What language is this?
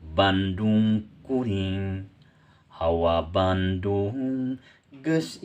Sundanese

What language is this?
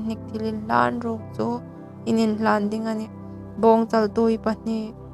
Hmar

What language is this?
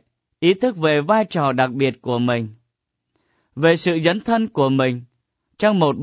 Vietnamese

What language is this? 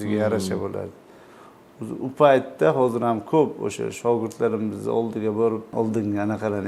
Uzbek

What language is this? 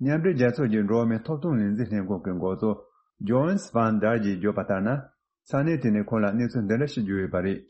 Tibetan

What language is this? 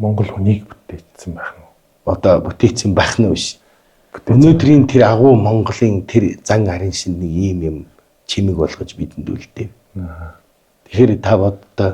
Mongolian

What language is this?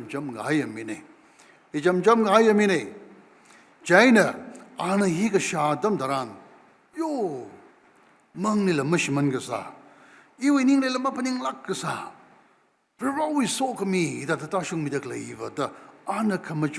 Tangkhul Naga (India)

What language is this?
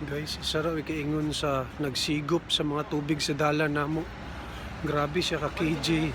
Cebuano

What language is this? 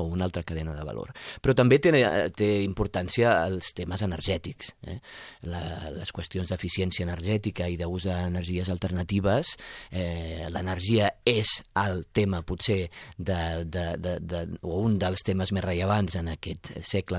Catalan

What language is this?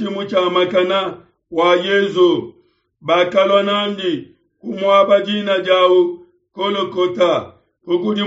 Luba-Lulua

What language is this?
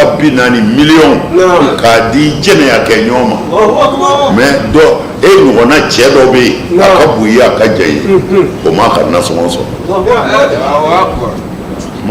Bambara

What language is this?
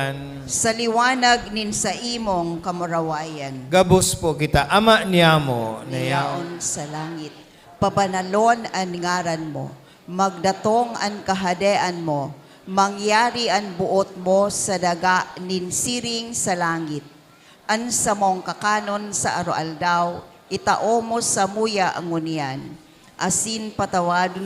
Bikol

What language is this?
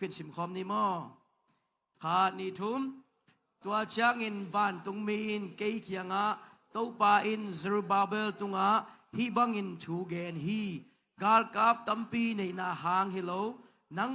Tedim Chin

